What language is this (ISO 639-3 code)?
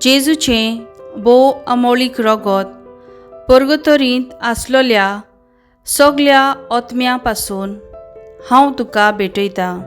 kok